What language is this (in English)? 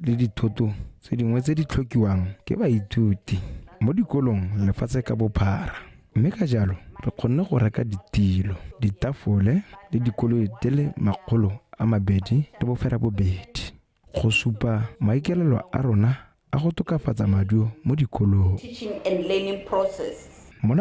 Tswana